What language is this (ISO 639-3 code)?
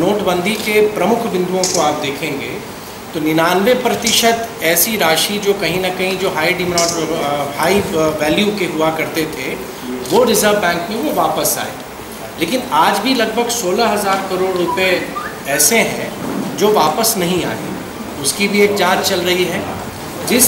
hin